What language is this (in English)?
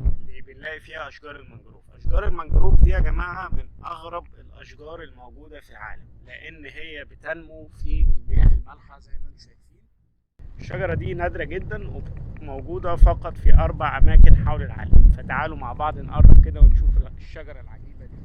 Egyptian Arabic